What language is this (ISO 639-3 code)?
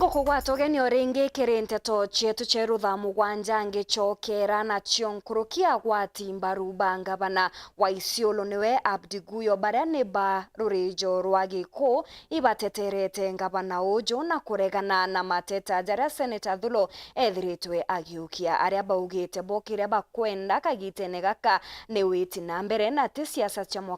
mer